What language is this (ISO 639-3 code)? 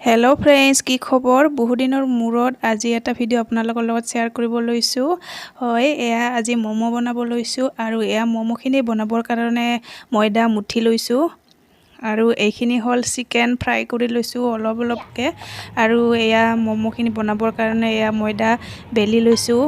asm